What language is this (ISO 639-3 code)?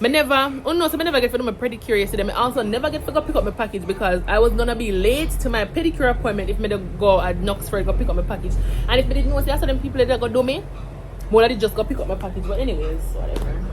jam